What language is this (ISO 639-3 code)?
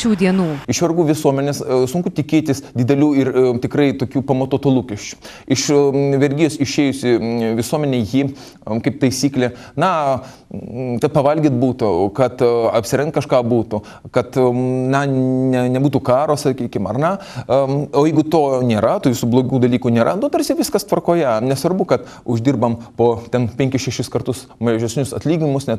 lit